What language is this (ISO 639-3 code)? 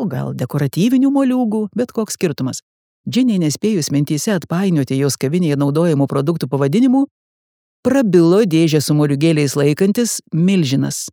lit